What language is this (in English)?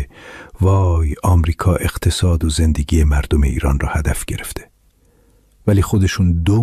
Persian